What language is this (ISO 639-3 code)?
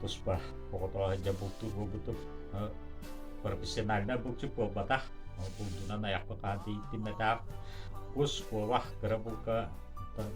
sah